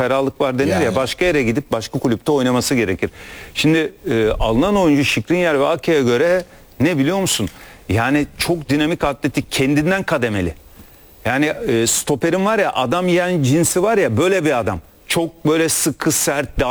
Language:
Turkish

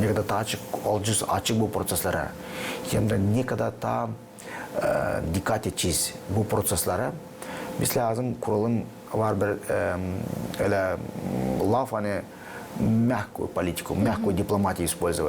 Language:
Gagauz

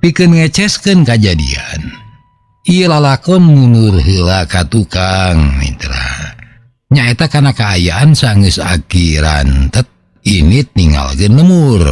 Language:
Sundanese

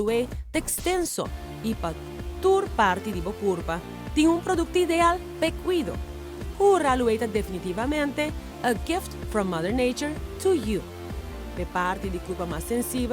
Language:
Papiamento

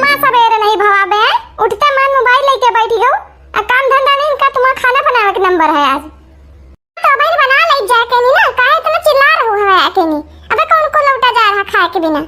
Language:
Awadhi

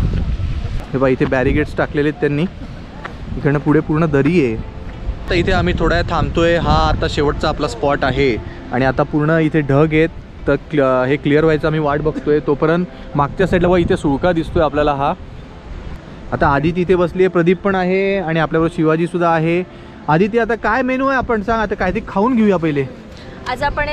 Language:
Marathi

